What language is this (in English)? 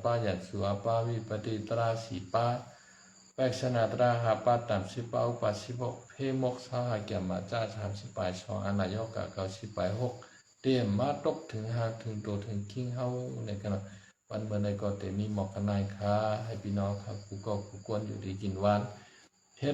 Shan